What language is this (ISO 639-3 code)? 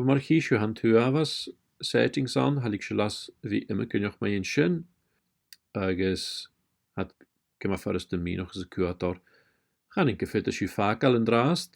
gla